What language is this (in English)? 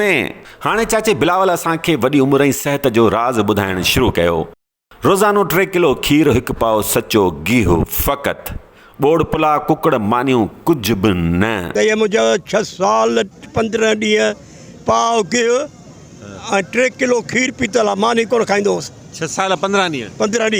Sindhi